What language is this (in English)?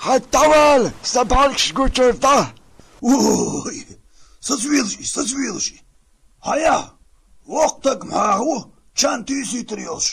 Chechen